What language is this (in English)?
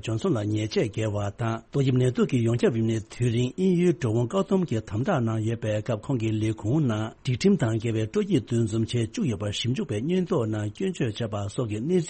Tibetan